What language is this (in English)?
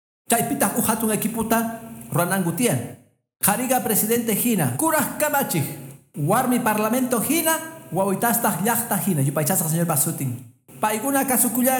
Quechua